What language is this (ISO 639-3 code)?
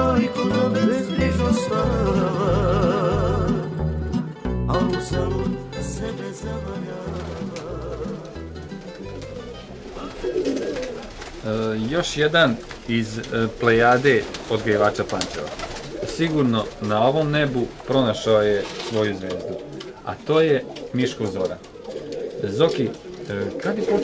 srp